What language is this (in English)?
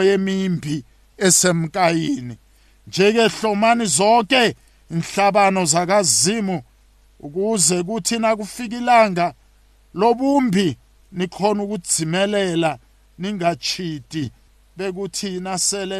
South Ndebele